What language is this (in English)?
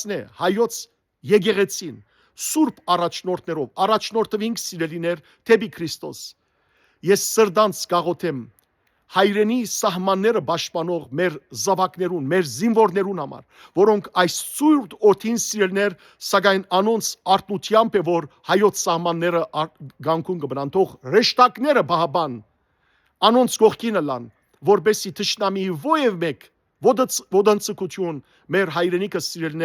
Western Armenian